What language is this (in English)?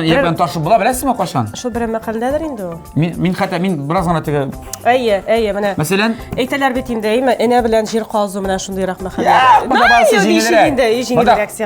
Tatar